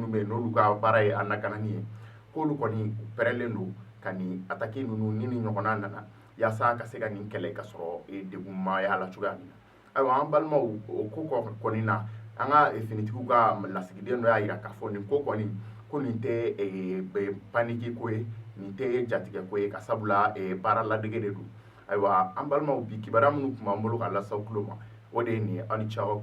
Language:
Bambara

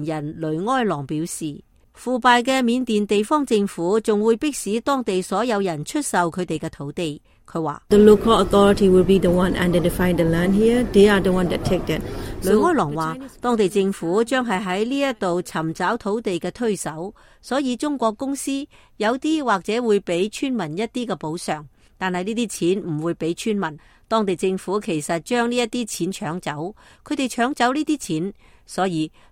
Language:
Cantonese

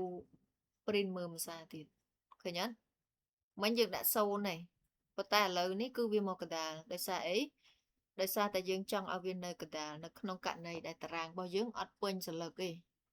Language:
Khmer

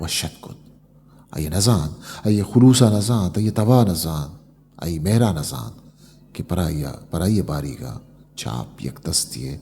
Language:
Eastern Balochi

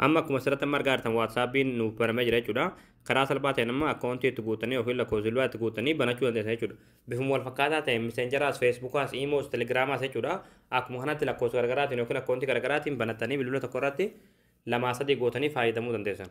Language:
Oromo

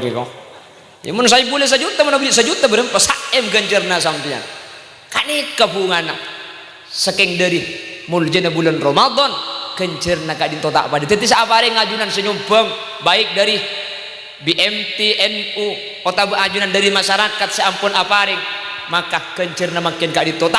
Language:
Madurese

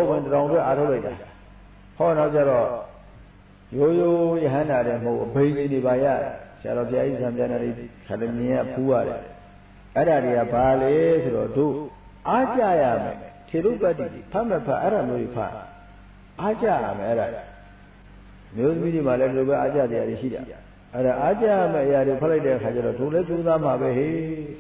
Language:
Burmese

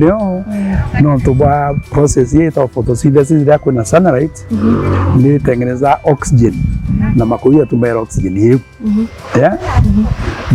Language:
Meru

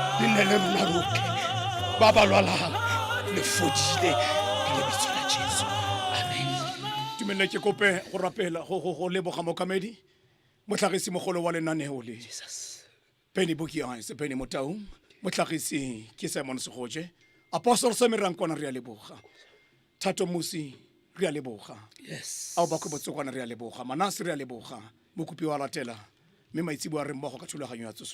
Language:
Tswana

